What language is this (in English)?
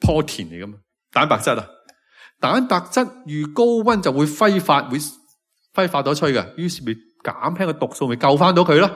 Cantonese